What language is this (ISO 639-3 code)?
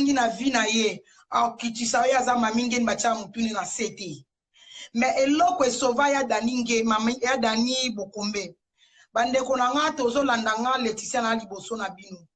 lin